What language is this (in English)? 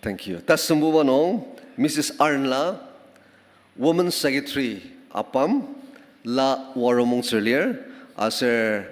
Ao Naga